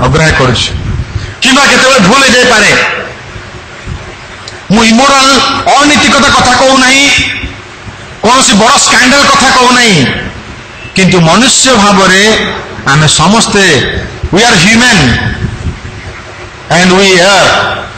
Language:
Odia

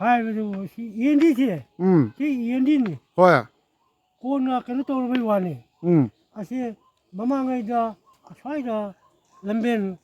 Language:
Manipuri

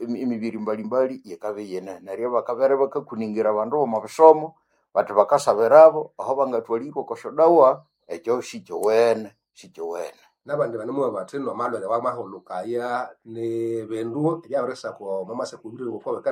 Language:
Nande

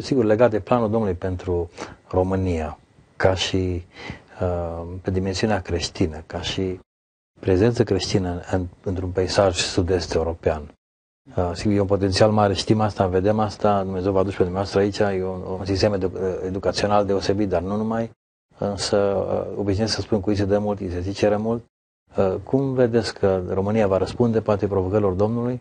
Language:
Romanian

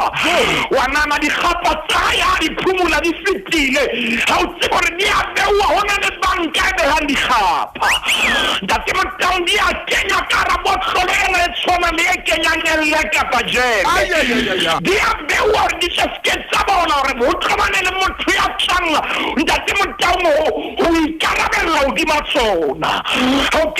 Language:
Southern Sotho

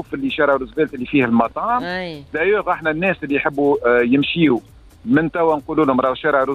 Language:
Tunisian Arabic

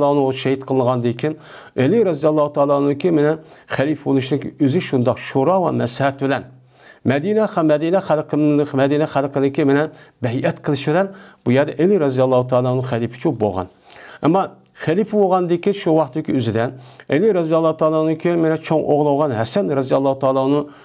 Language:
Uyghur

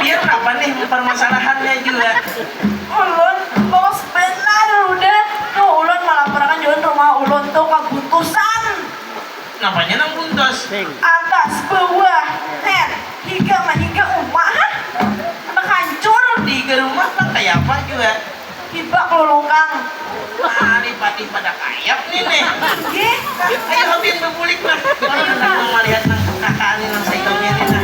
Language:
Banjar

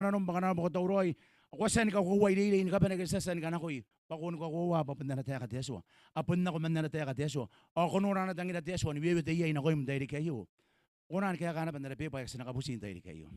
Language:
Gilbertese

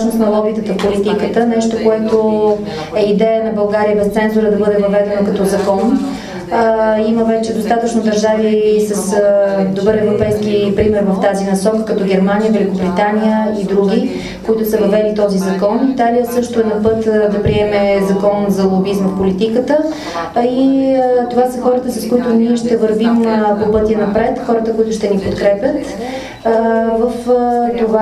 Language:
Bulgarian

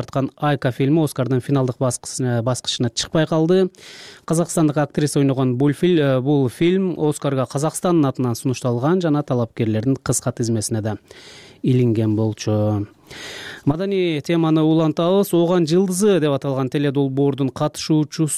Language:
Kyrgyz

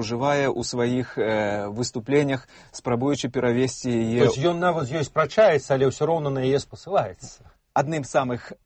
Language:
Belarusian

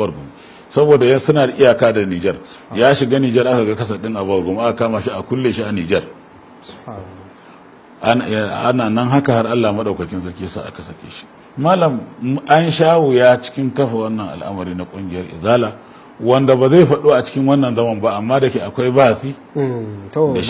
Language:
Hausa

